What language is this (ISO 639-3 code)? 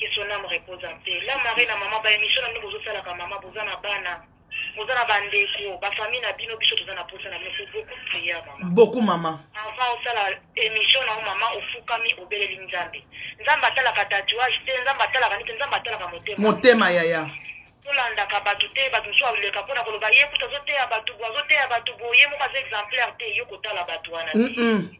lin